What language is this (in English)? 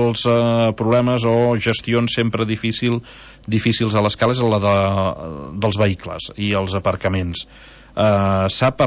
Catalan